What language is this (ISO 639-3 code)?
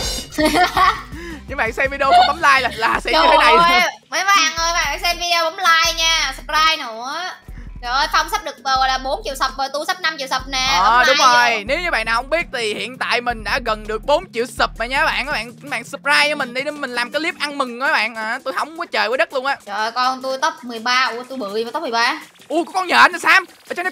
vie